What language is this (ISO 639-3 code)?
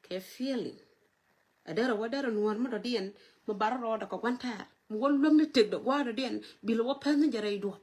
nus